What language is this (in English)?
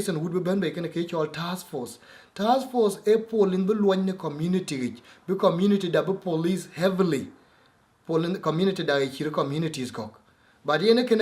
Dinka